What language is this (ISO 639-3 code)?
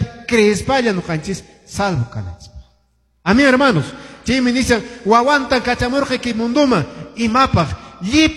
que